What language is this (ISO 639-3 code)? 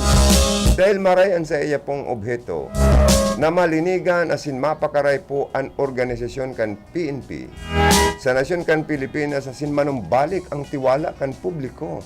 bik